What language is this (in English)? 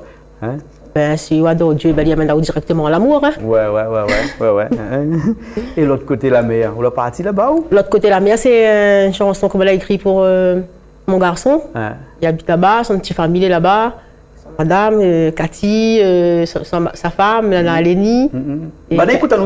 Réunion Creole French